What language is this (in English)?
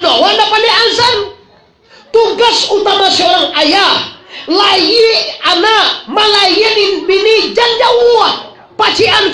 Minangkabau